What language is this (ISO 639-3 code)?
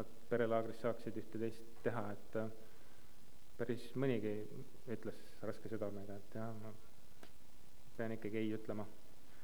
est